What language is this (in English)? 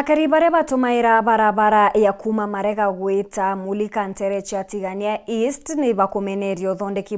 Meru